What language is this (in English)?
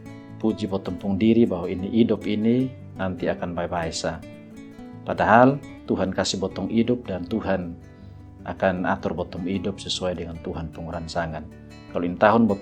Kupang Malay